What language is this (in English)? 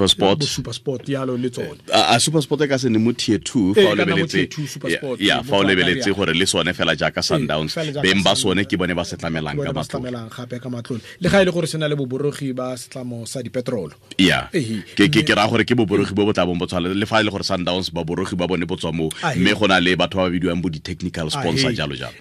Tswana